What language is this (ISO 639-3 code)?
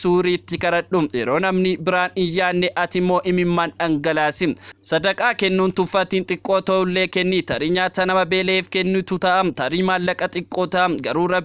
orm